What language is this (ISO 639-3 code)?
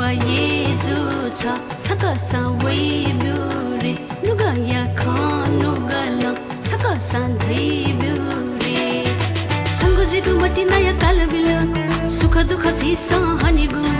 new